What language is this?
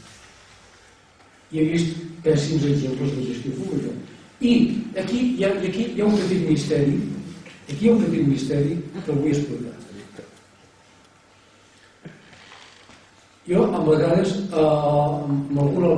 Catalan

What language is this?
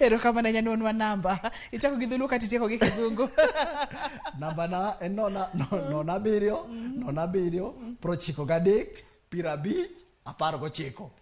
Luo (Kenya and Tanzania)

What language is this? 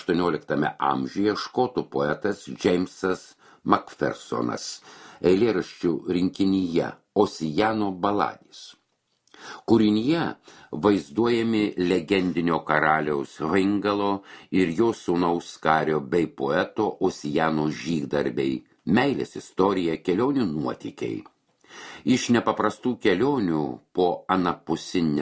Lithuanian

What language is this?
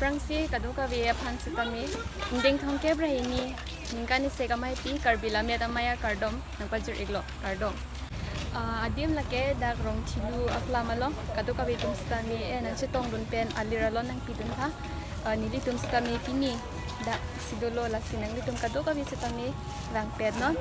Karbi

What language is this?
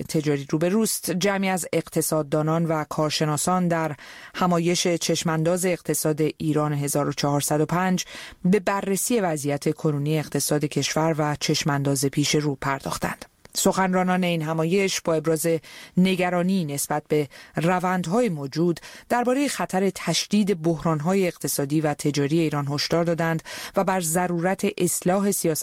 Persian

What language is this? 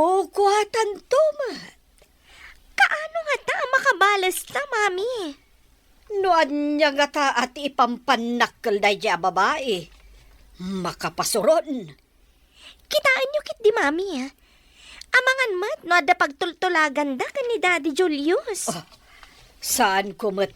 Iloko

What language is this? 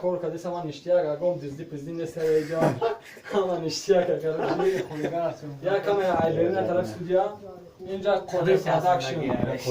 Tajik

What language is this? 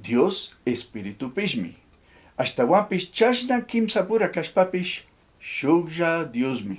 Chimborazo Highland Quichua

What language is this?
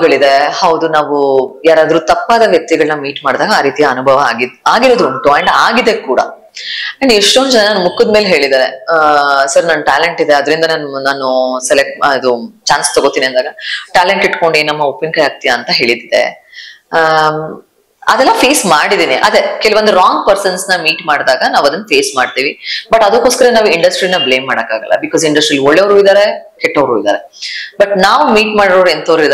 Kannada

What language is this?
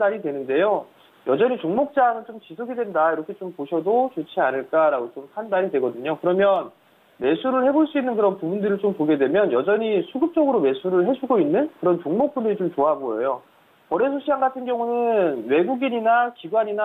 Korean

